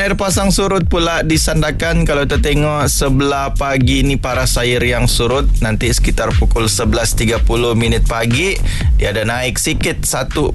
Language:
Malay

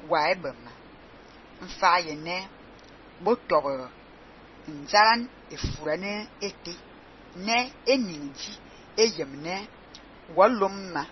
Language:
Fang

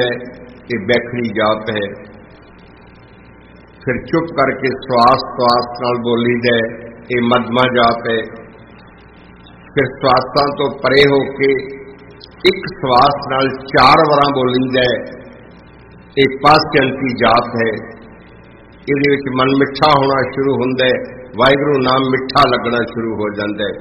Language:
Punjabi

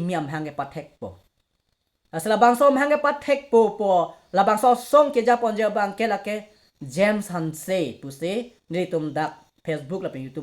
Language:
Karbi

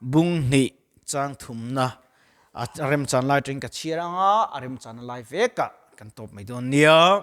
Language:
Mizo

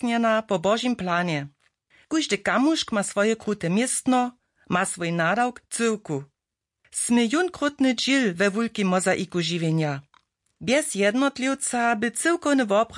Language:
Upper Sorbian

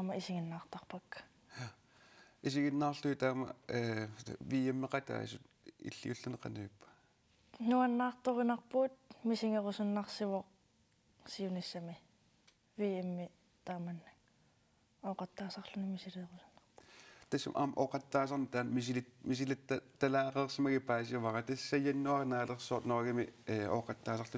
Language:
Kalaallisut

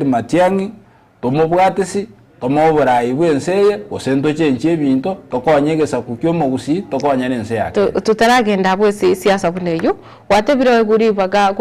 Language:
Gusii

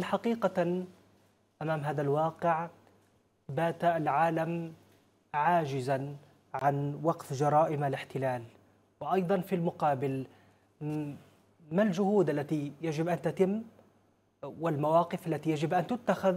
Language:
Arabic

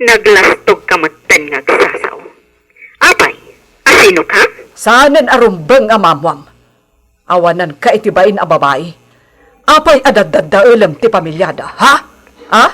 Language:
Iloko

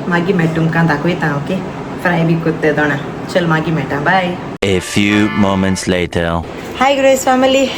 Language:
Konkani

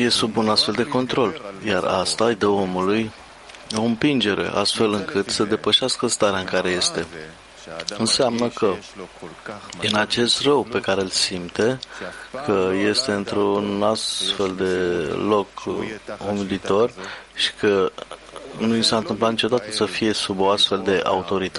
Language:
Romanian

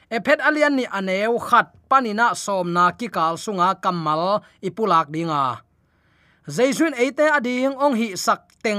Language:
Tedim Chin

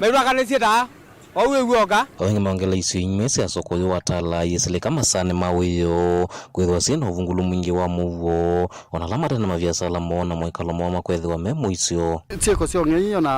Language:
Kamba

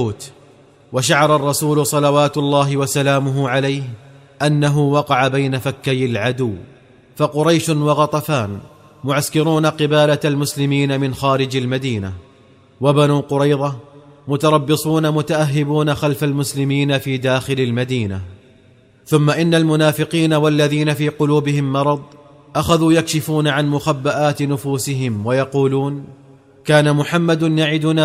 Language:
Arabic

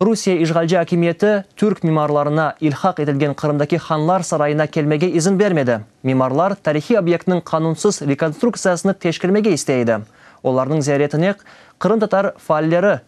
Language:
Crimean Tatar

